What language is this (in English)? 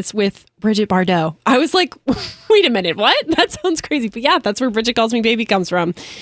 English